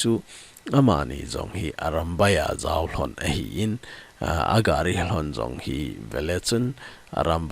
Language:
Thado Chin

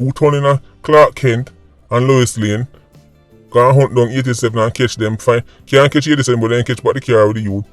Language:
Jamaican Creole English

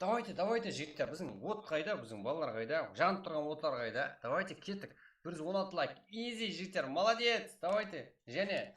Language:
Kara-Kalpak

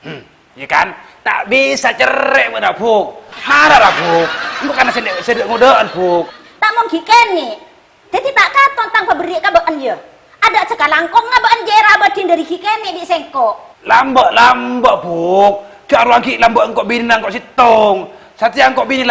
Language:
Madurese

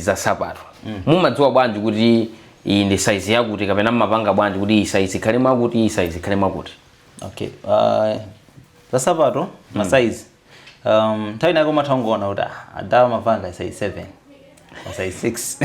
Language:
Nyanja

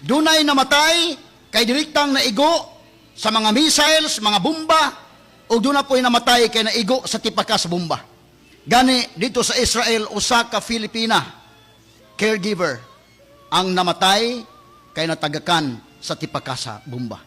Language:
Cebuano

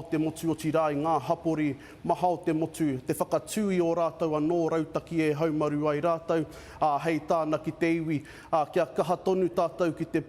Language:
Māori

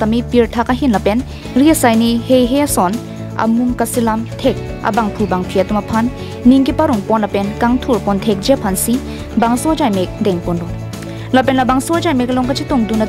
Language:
Karbi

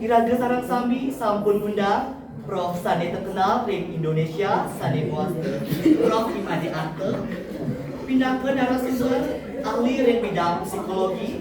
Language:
Balinese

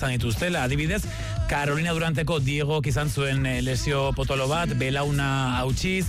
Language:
Basque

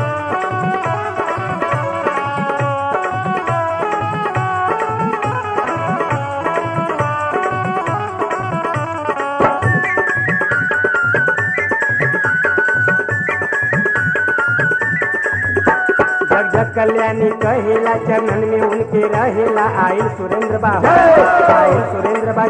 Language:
Bhojpuri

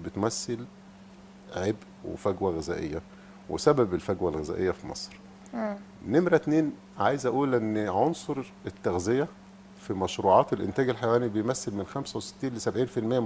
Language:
Egyptian Arabic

